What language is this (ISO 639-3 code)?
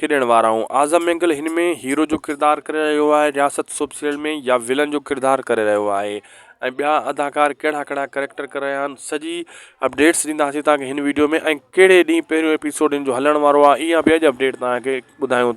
snd